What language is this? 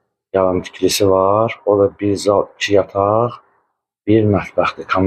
Azerbaijani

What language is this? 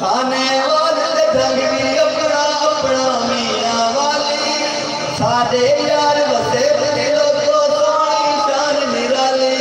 Saraiki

